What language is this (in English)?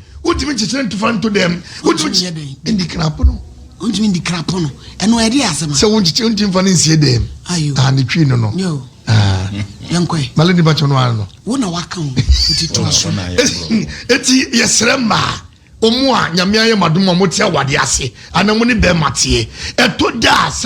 Akan